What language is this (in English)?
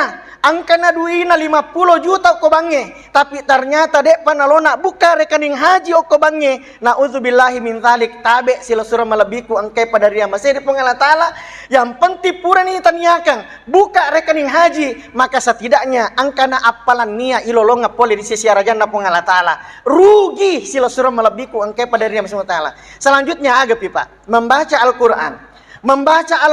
Buginese